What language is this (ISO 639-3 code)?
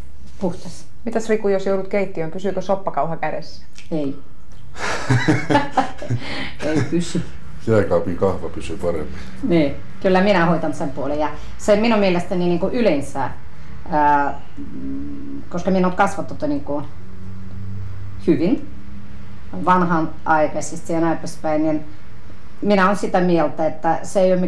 fin